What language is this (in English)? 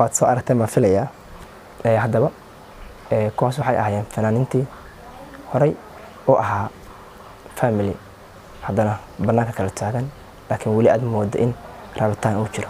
Somali